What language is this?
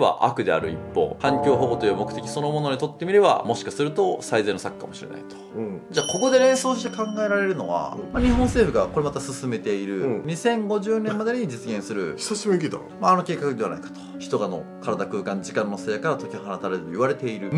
Japanese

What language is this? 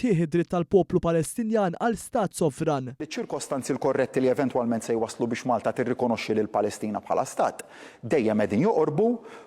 Maltese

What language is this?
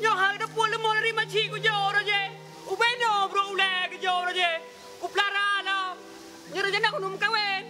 Achinese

